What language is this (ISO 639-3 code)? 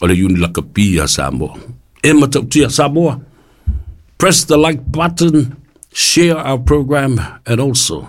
smo